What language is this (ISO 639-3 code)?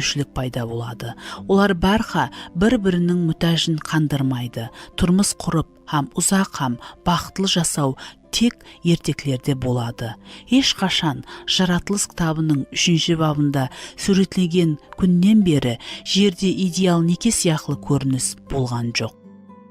kaa